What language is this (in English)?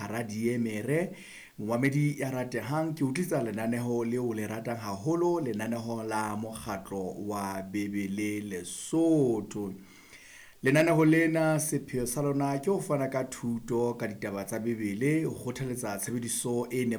Southern Sotho